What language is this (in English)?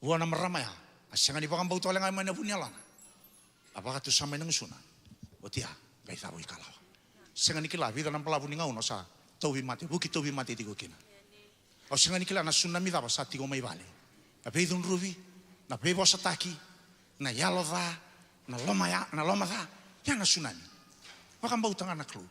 Fijian